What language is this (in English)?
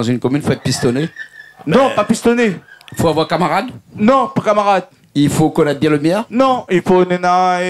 Réunion Creole French